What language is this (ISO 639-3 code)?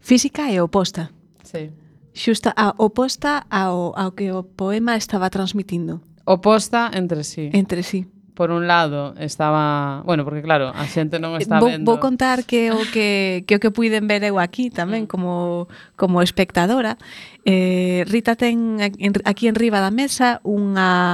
glg